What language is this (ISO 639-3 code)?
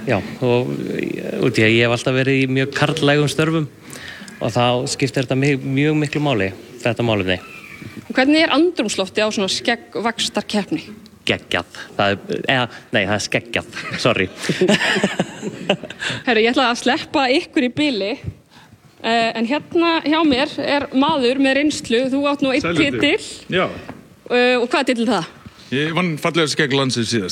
isl